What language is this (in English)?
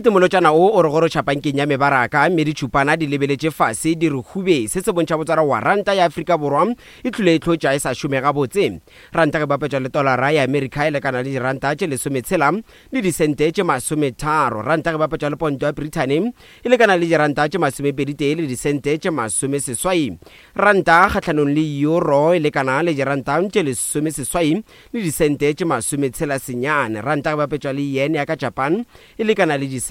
Northern Sotho